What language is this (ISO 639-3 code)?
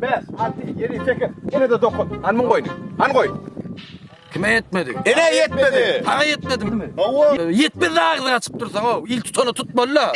tuk